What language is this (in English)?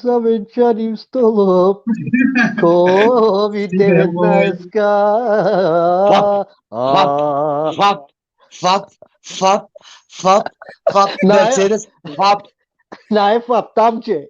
Balkan Romani